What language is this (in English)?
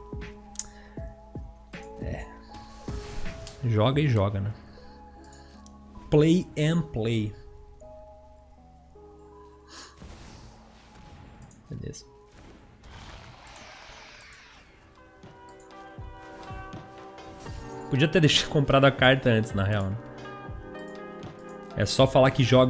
Portuguese